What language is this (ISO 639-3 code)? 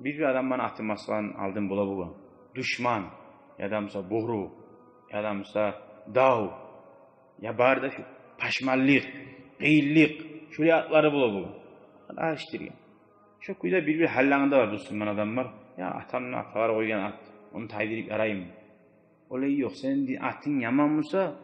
kum